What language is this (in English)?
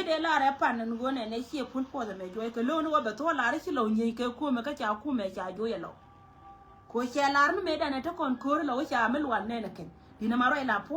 Nuer